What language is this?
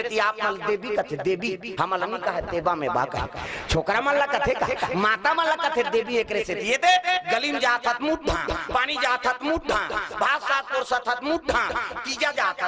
Chhattisgarhi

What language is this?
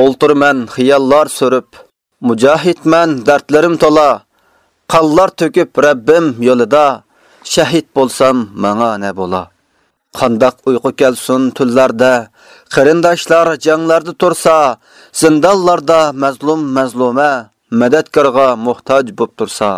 Uyghur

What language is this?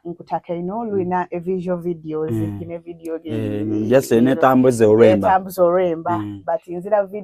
Soga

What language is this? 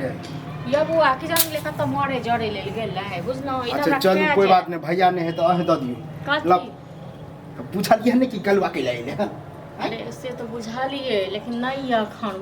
Maithili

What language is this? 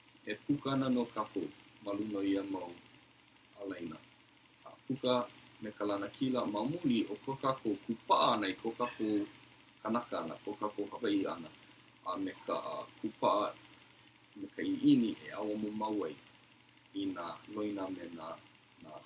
Hawaiian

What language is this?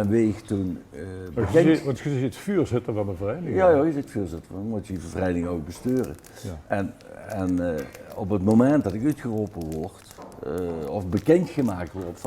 Limburgish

